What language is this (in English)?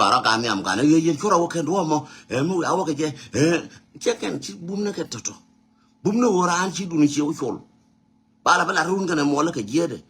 Nuer